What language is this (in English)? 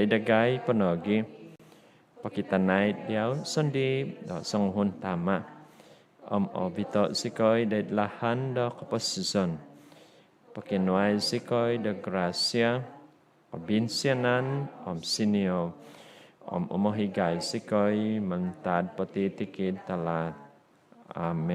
Central Dusun